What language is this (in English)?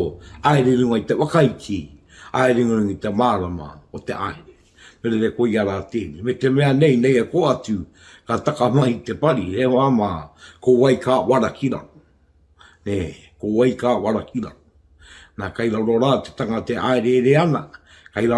Māori